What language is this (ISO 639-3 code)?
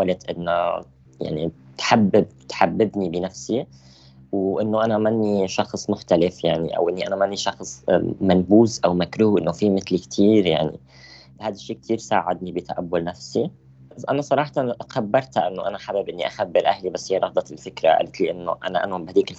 apc